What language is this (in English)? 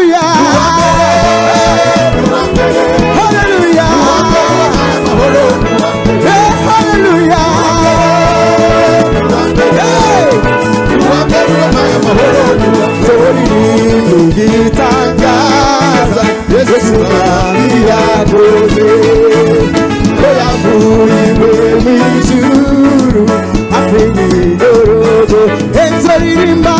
Kinyarwanda